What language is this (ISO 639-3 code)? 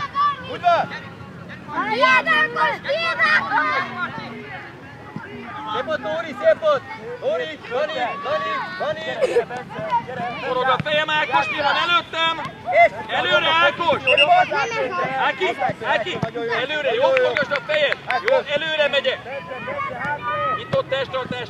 hun